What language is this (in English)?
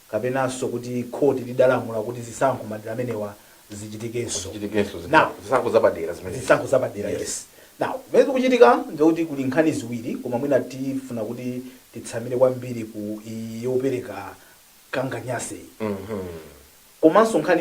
Nyanja